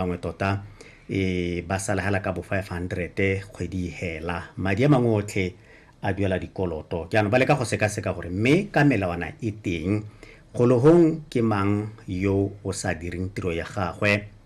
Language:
Tswana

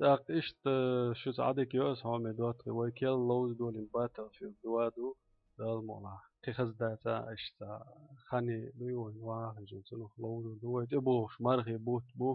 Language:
Chechen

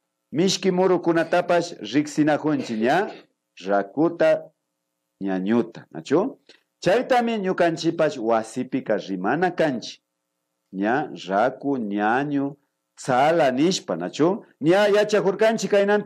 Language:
Imbabura Highland Quichua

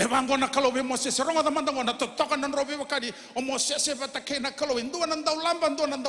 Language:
Fijian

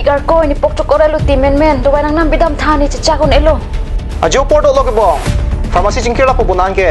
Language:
Karbi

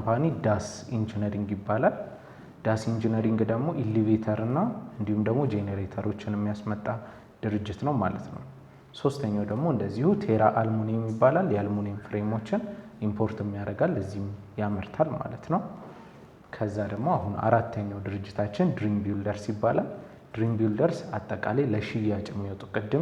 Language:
Amharic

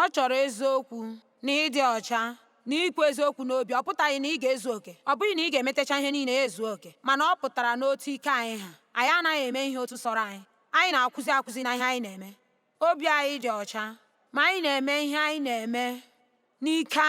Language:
Igbo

